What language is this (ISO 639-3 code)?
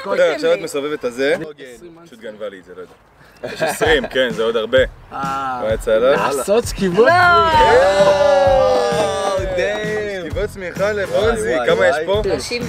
heb